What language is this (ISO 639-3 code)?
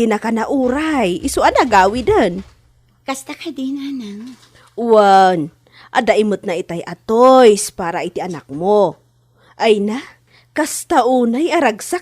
ilo